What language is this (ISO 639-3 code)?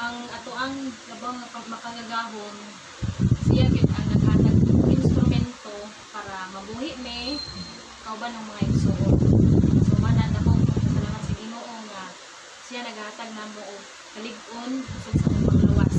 ceb